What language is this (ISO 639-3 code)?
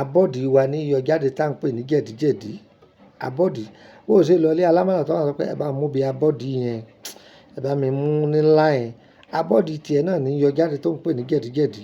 yor